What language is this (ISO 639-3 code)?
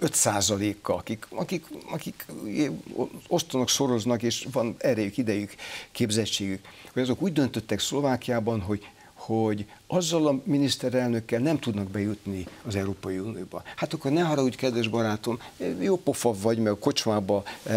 hun